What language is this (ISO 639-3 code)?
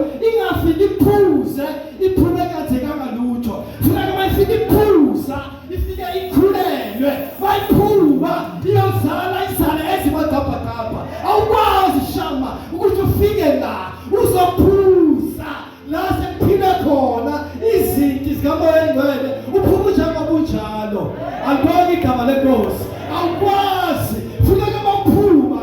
zul